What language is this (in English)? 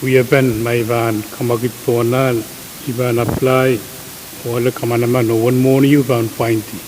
Pohnpeian